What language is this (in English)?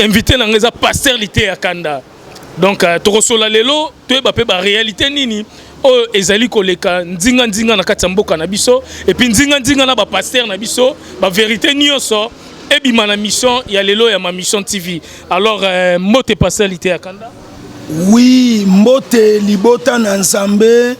Lingala